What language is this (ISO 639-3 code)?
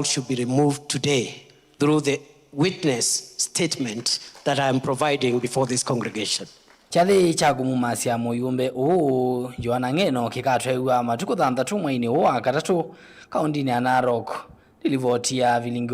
kam